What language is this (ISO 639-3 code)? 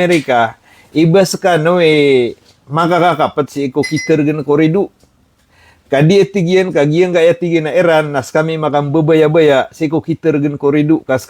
mrw